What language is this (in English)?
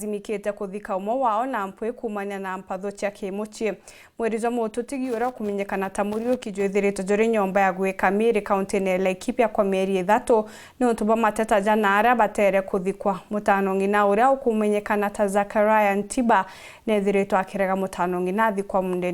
Meru